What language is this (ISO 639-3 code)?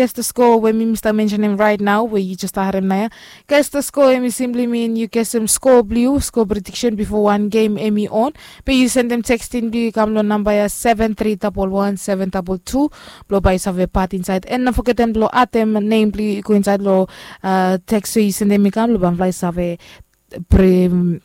bis